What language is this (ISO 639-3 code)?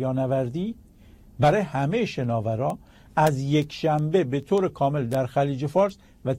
fas